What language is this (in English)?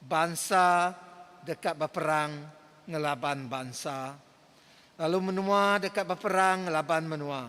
Iban